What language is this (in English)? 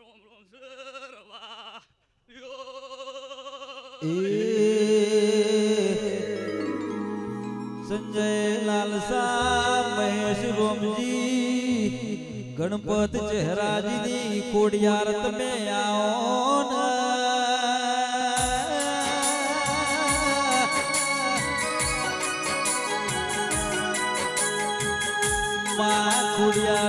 Gujarati